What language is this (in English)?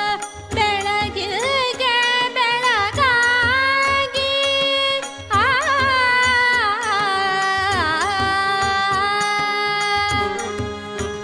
Kannada